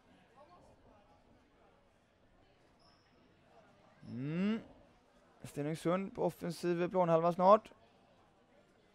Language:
Swedish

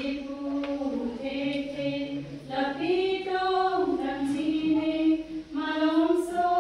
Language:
Karbi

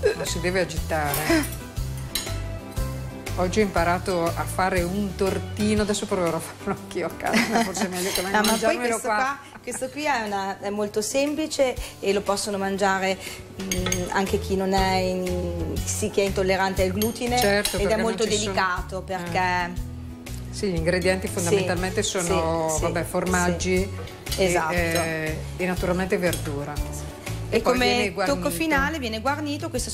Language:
Italian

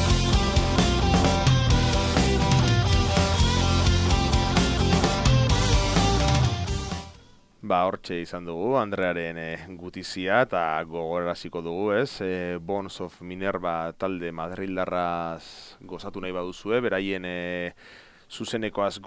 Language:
Basque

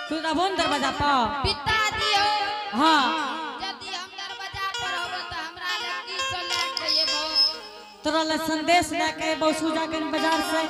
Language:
Angika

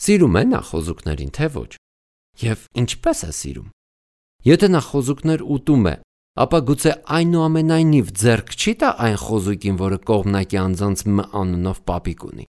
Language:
Armenian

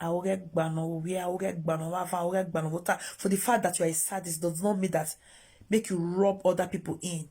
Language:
Nigerian Pidgin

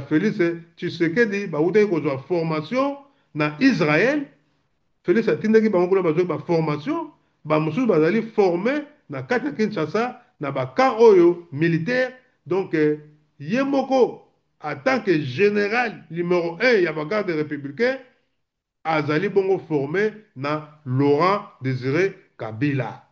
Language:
Lingala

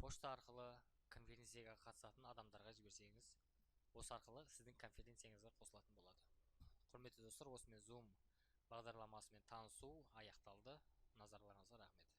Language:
Kazakh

